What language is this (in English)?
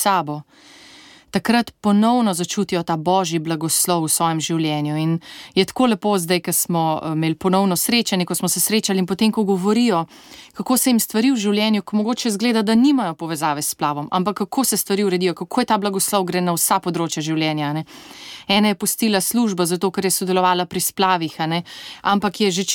Slovenian